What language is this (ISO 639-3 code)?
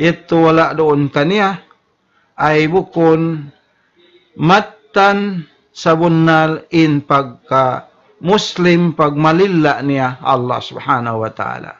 tsg